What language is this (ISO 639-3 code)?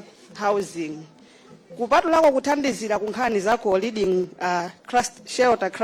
nya